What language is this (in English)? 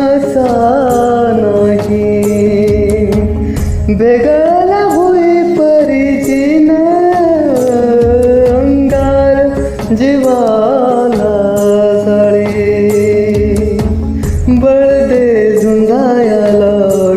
Marathi